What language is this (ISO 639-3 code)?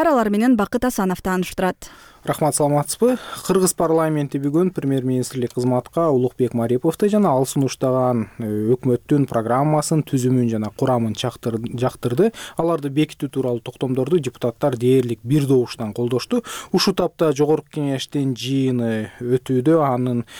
kir